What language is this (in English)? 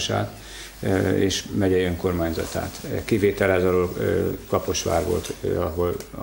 Hungarian